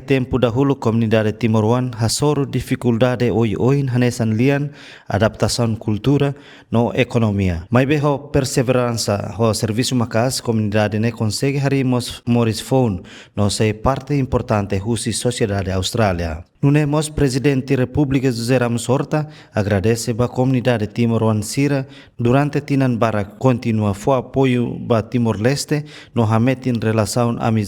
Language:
Tetum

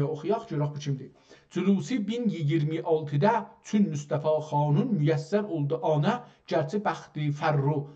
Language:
South Azerbaijani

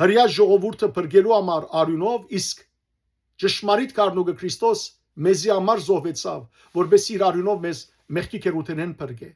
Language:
Western Armenian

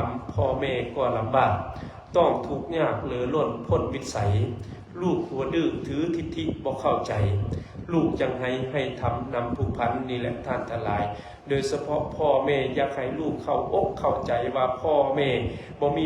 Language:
Lao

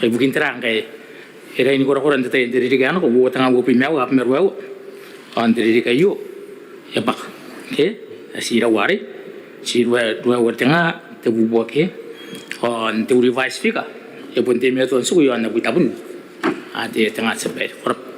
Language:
Gilbertese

